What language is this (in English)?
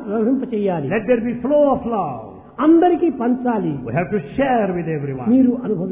Telugu